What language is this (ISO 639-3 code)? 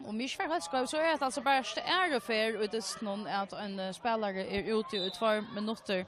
fao